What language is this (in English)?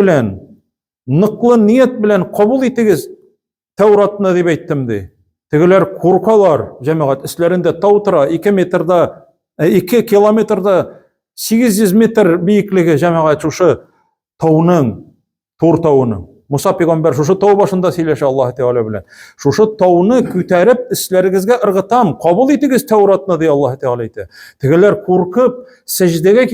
Tatar